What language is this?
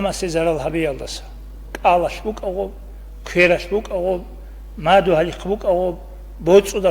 Avaric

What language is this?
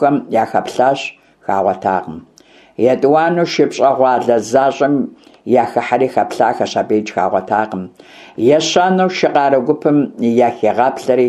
Kabardian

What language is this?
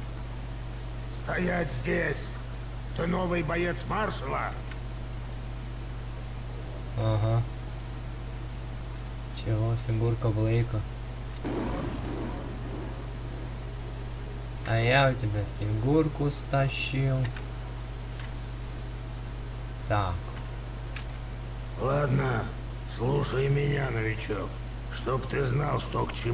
Russian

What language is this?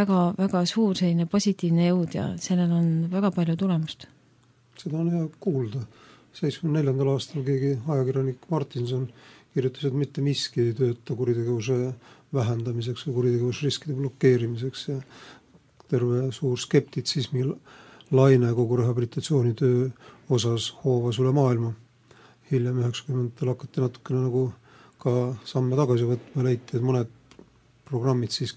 Estonian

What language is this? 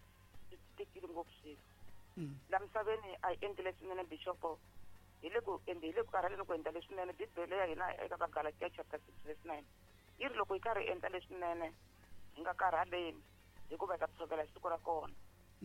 Tsonga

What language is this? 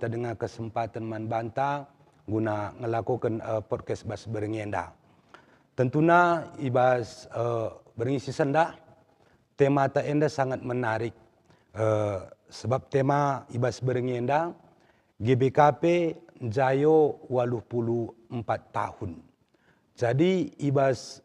Batak Karo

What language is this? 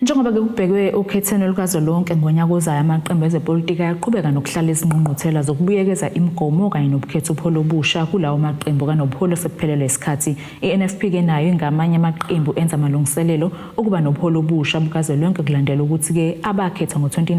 Zulu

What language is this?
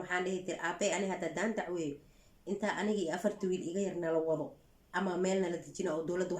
Somali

